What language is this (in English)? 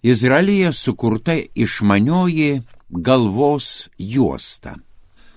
Lithuanian